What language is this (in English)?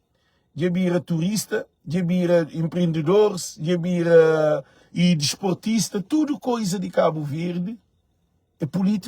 Kabuverdianu